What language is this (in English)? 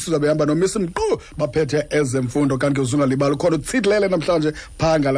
Xhosa